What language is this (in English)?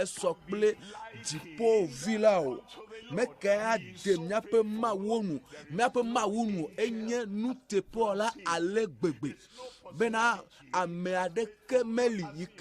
Ewe